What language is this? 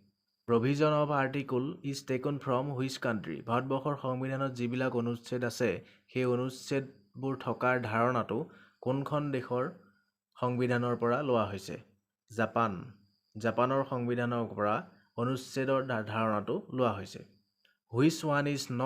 Assamese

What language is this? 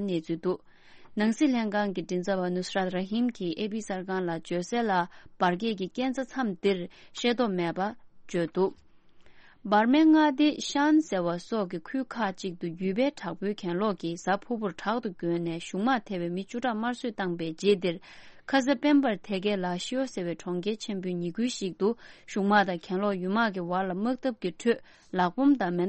Tibetan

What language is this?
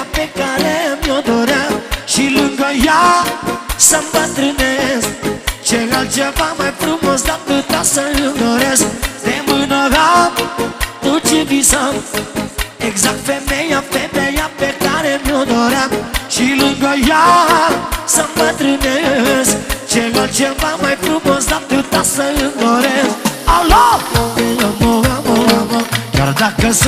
Romanian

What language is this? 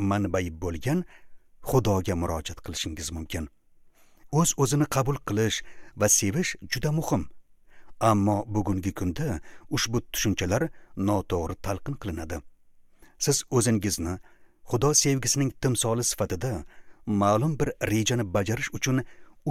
Uzbek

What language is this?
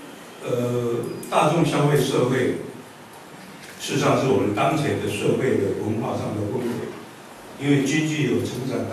Chinese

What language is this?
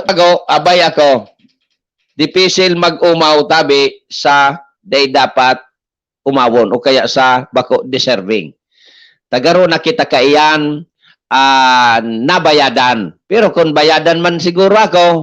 Bikol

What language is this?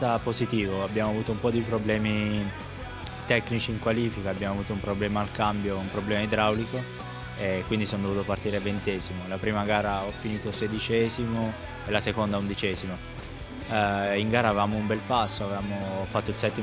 Italian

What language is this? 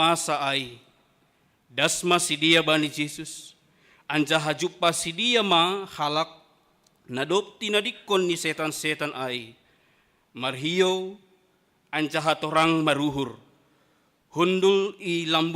Batak Simalungun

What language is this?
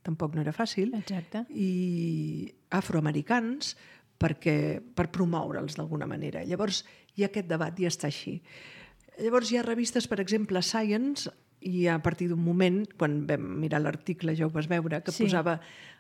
Catalan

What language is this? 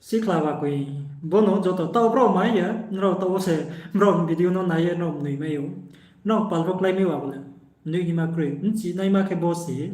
Riang (India)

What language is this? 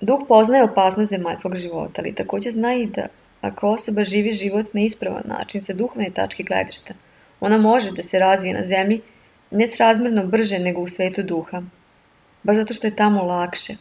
Serbian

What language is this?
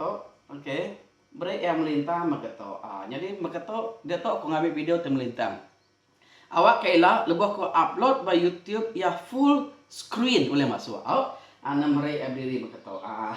Iban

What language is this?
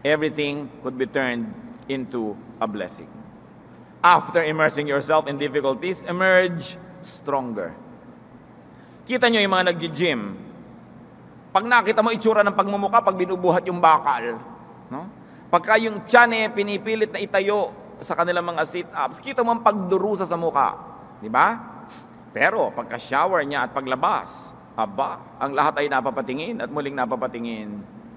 Filipino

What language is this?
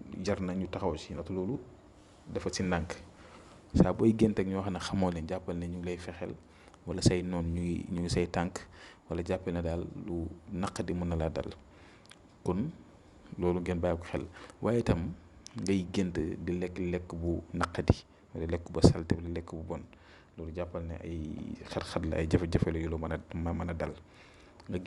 Wolof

